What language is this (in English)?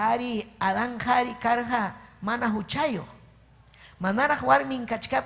Ayacucho Quechua